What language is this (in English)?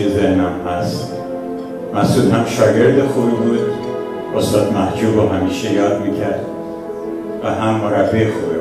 Persian